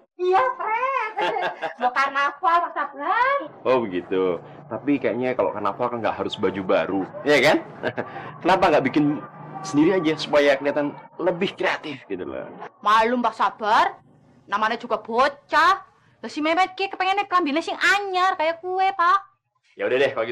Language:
Betawi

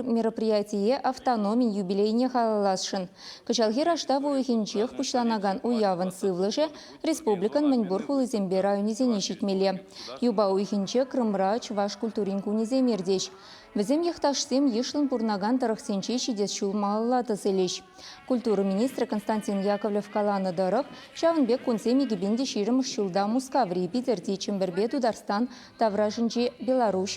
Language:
Chuvash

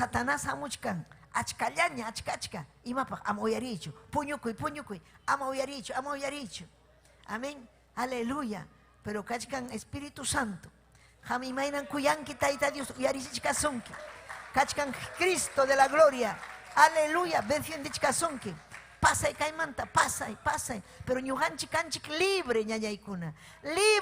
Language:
Ayacucho Quechua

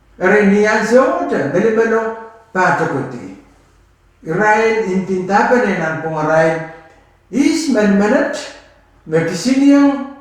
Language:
Pohnpeian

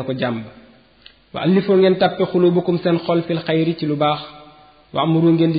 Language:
Wolof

